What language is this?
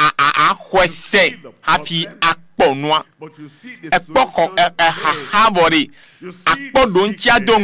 Ewe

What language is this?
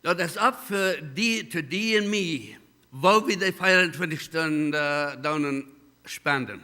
Plautdietsch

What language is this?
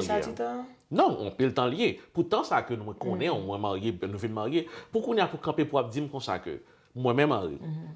Haitian Creole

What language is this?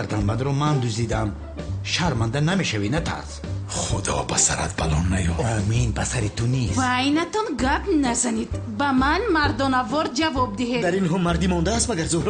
Tajik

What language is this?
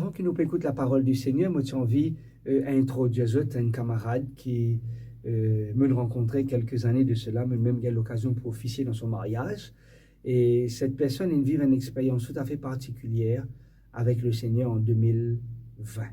Morisyen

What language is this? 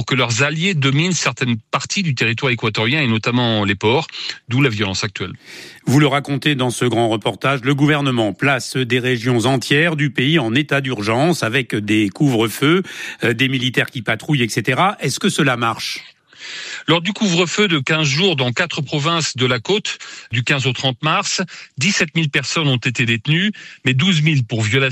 French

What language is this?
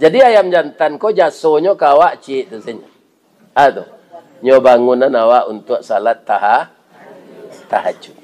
Minangkabau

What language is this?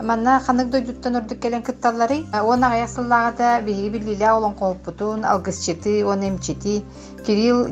Yakut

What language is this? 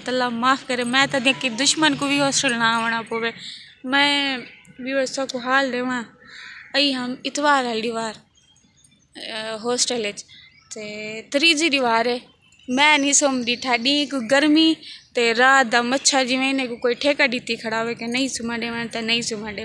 Saraiki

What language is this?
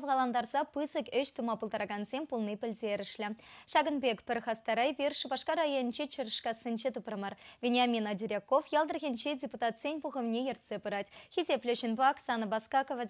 Chuvash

